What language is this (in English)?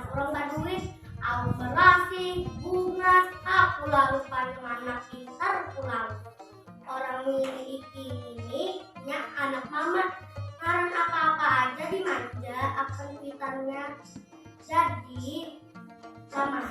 Banjar